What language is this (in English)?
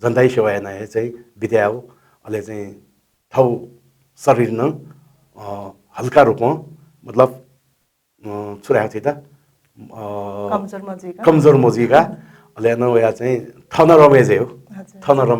Newari